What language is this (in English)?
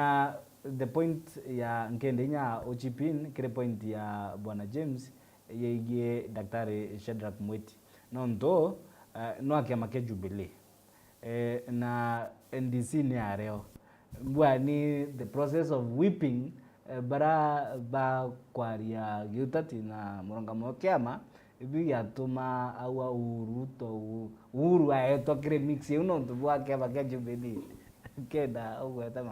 Meru